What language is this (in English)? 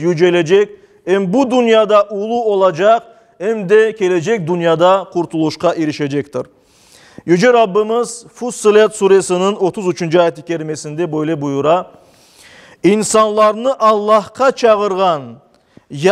Crimean Tatar